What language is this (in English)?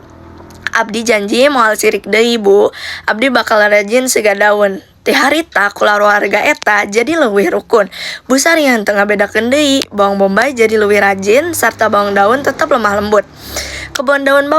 Sundanese